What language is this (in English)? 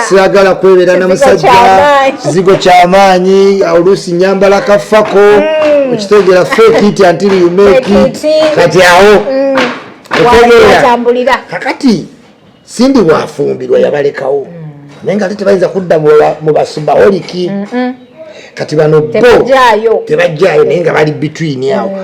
Ganda